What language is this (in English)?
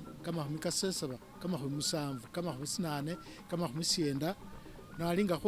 Masaaba